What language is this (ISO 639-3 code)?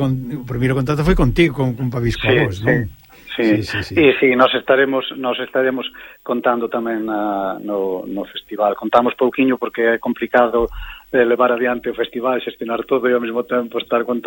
glg